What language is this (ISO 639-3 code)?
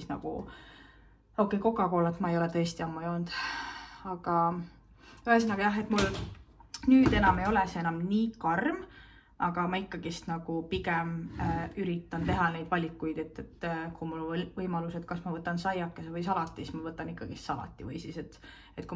est